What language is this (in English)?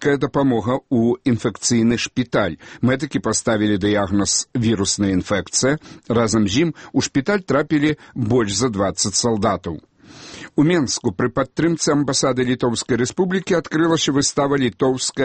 Belarusian